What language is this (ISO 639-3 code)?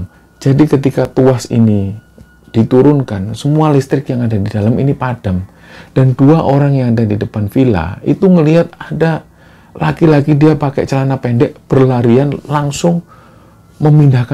ind